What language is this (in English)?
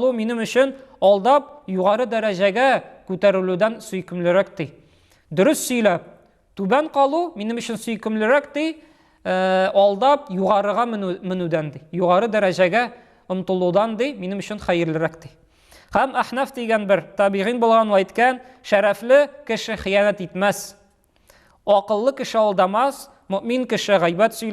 Tatar